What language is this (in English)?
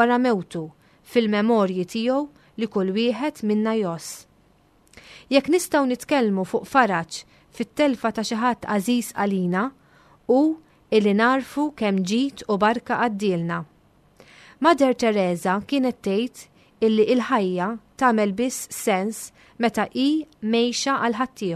Maltese